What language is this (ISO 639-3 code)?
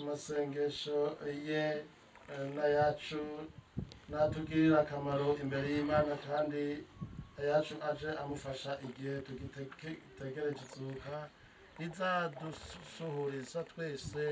kin